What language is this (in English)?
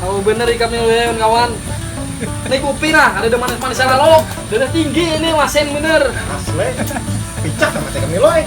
Banjar